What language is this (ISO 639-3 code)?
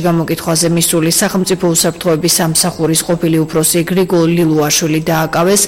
kat